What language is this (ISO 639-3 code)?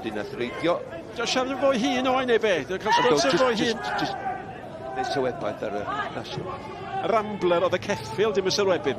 cym